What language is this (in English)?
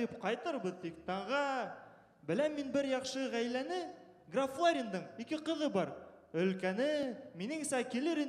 Bashkir